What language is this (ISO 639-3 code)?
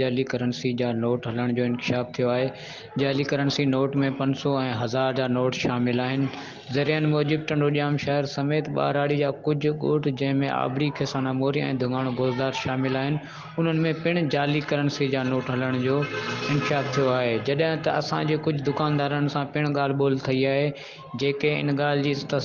snd